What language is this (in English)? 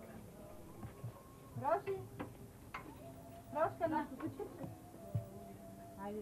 Bulgarian